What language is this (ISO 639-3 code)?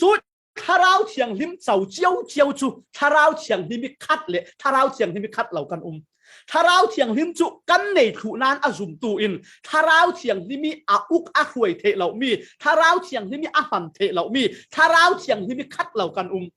cfm